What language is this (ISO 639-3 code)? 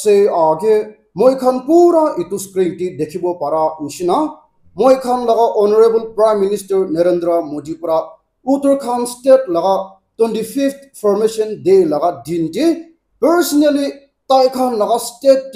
nag